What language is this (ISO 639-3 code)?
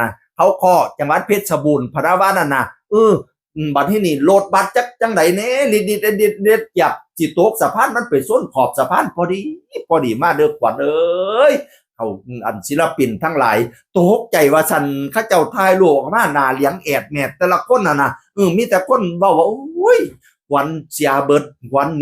tts